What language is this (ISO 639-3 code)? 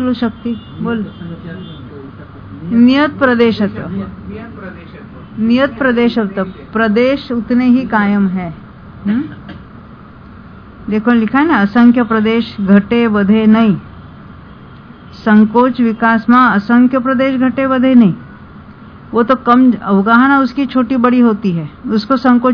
hin